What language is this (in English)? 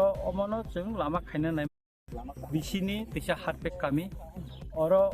Kok Borok